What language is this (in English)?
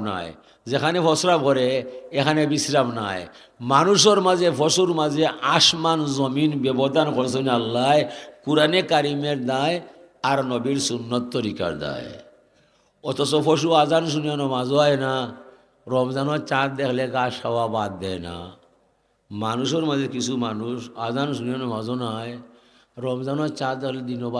Sylheti